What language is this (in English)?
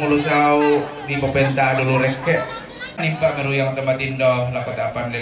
Toraja-Sa'dan